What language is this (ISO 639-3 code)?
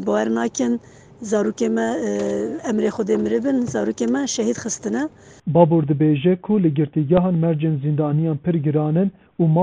kur